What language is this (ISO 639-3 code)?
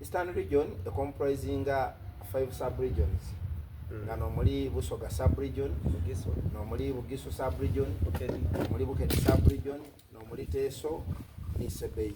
xog